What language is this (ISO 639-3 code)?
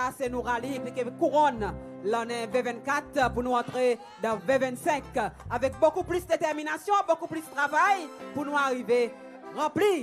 crs